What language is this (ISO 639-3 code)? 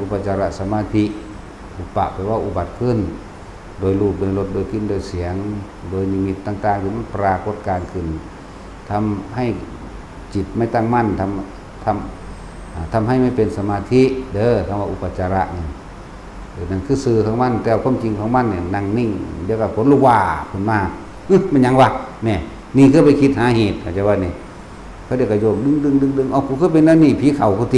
tts